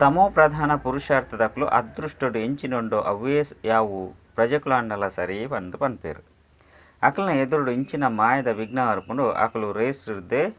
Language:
Tulu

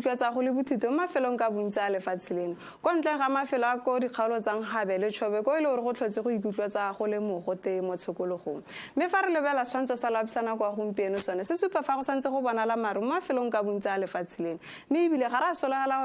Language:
Tswana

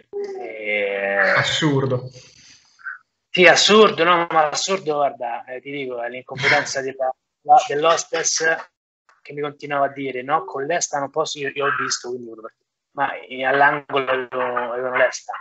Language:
Italian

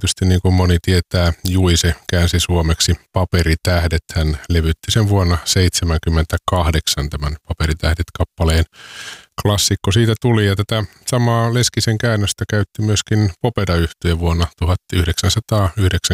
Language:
Finnish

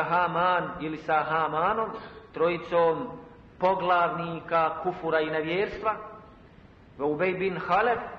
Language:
Bosnian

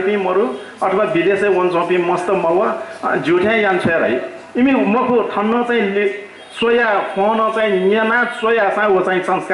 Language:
Newari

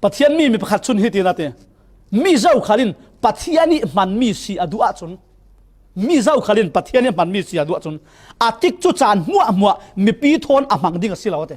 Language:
Falam Chin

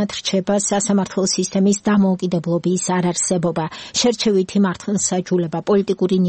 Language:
Georgian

